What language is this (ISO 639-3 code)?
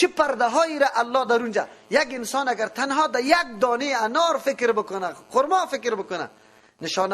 fas